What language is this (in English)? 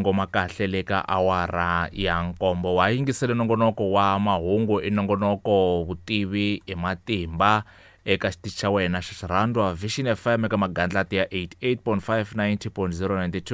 Tsonga